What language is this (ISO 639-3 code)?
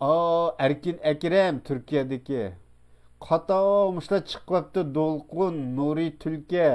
uig